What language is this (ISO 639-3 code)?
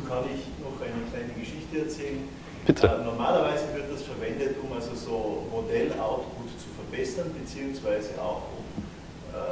deu